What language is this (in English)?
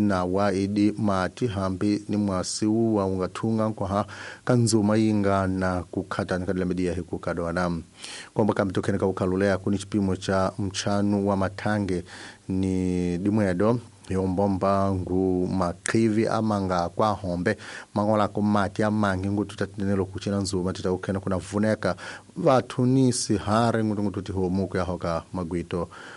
Tsonga